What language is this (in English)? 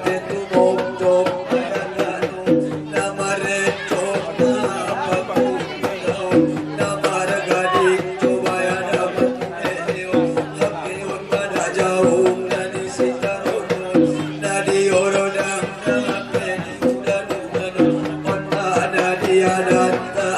Batak Angkola